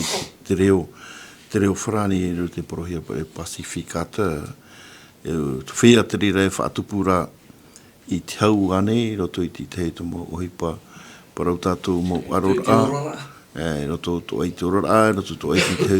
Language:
Tahitian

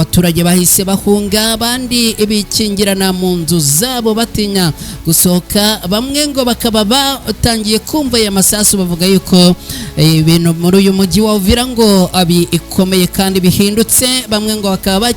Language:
Kinyarwanda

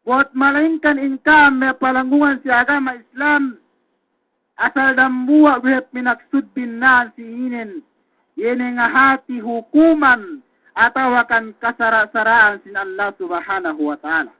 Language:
Yakan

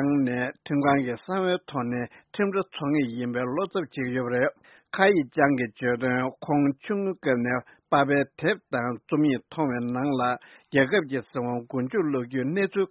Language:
Tibetan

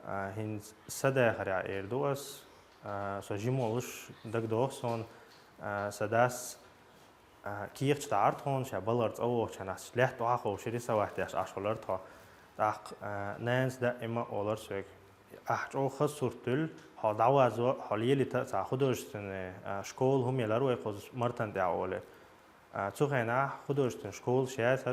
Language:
Chechen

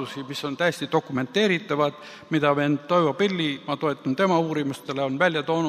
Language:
Estonian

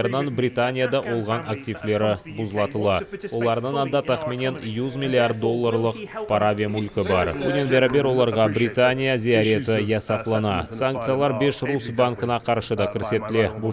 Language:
Crimean Tatar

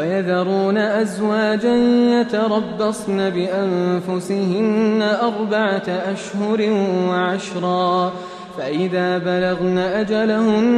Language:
Arabic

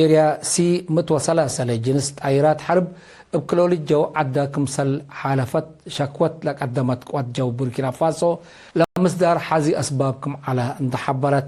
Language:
Tigre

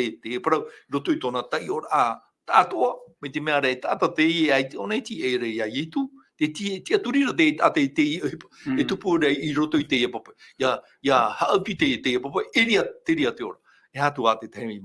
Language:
Tahitian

